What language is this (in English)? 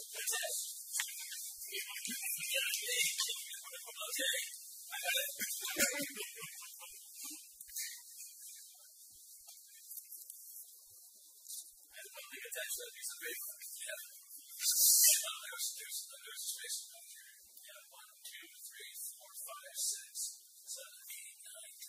English